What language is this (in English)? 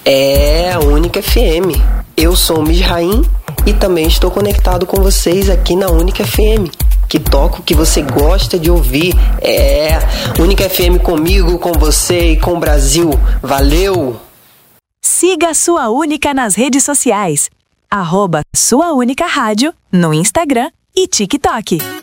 Portuguese